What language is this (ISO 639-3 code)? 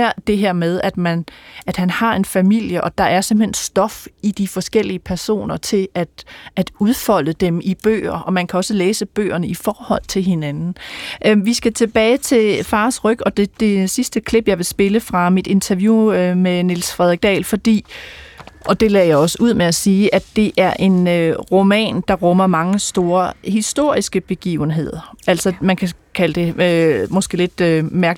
dan